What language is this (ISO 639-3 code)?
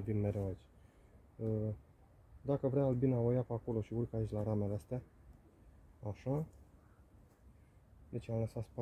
ron